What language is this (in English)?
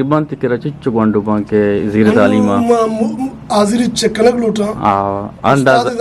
Eastern Balochi